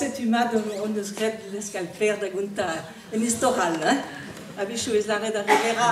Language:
Breton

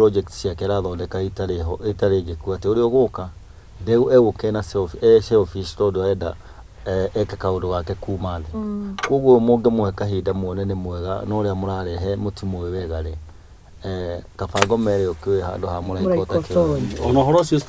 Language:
Kikuyu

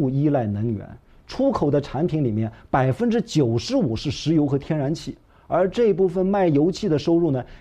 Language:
Chinese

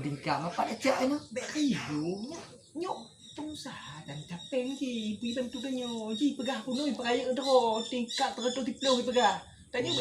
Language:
Achinese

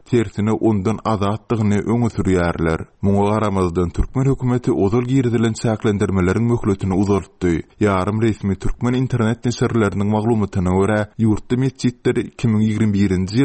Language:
Turkmen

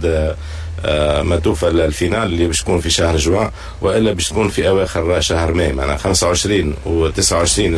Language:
Tunisian Arabic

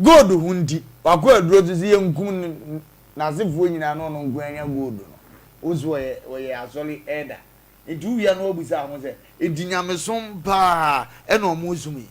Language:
Akan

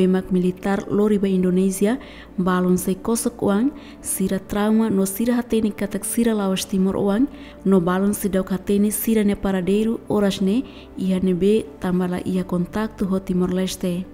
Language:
Tetum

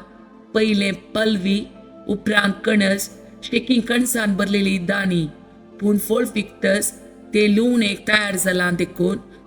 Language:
Konkani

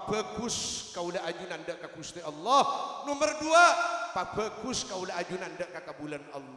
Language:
Madurese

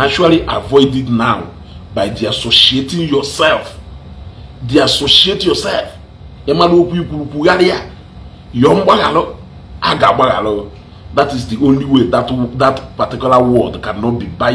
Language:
Igbo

